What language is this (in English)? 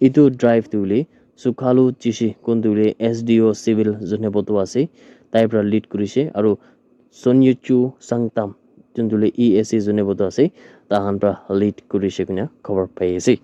Naga Pidgin